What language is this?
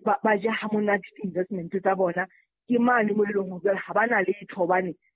Southern Sotho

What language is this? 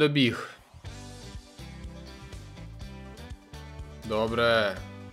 Ukrainian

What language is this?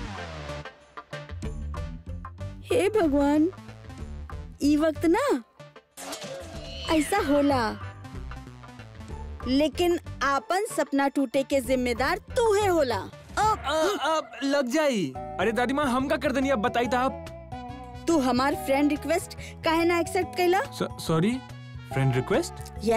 Bhojpuri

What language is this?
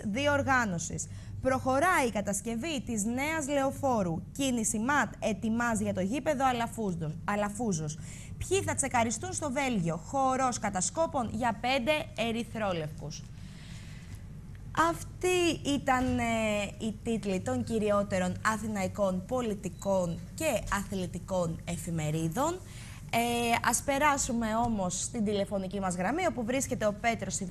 Greek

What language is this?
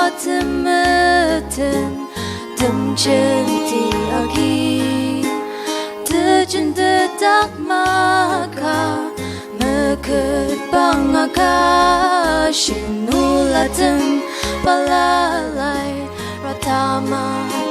Ao Naga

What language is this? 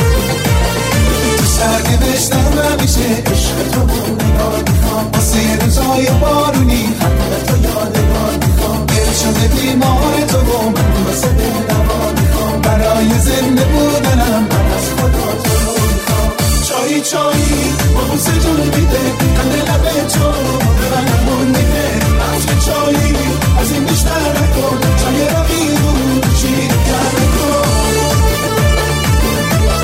Persian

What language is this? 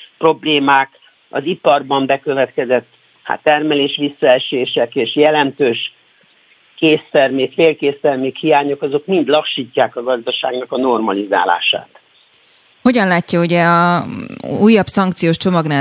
Hungarian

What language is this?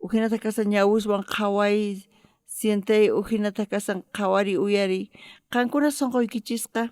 South Bolivian Quechua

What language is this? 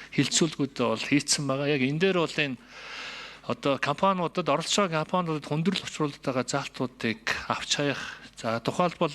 Mongolian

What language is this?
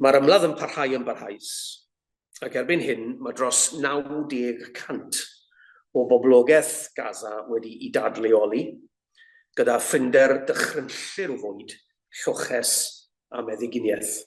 Welsh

